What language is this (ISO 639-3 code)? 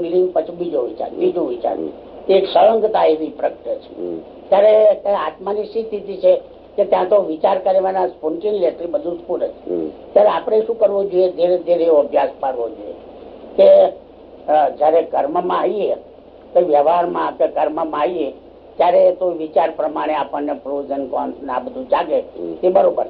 guj